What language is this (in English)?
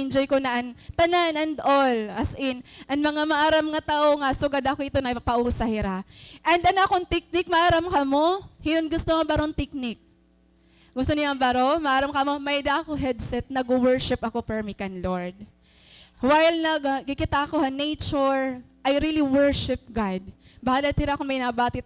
Waray